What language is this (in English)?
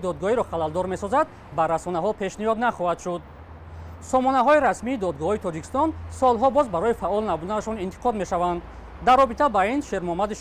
Tajik